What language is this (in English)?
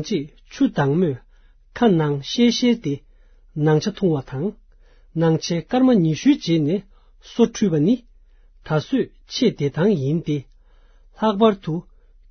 Tibetan